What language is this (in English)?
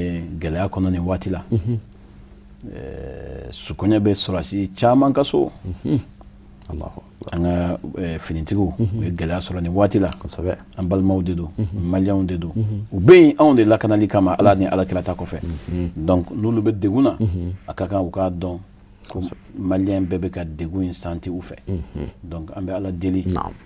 Bambara